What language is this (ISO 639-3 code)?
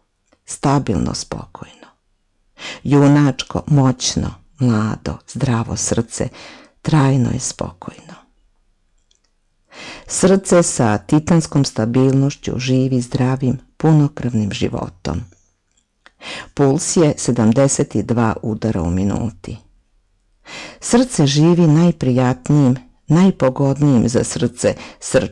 srp